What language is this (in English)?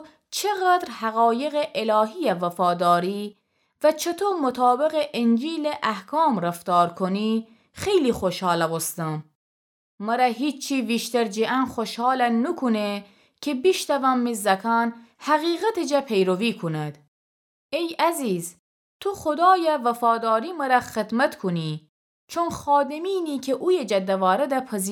Gilaki